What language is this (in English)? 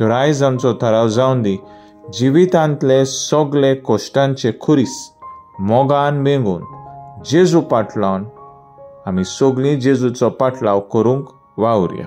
Konkani